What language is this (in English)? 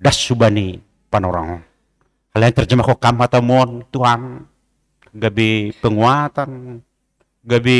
Batak Simalungun